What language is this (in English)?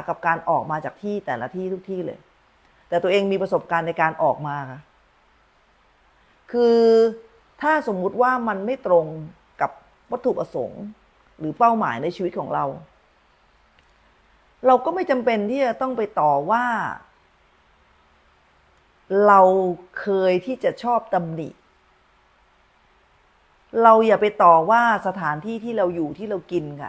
Thai